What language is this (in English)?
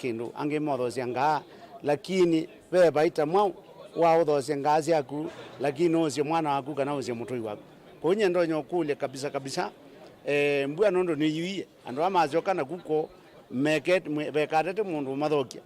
Kamba